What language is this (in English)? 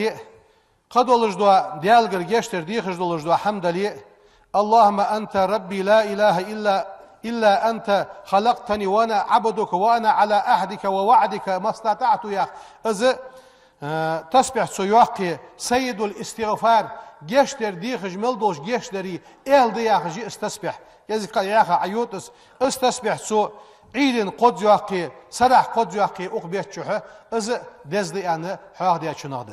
Ingush